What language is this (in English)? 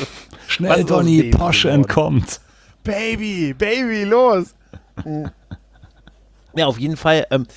German